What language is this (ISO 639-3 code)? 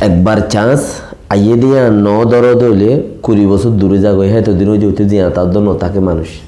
rhg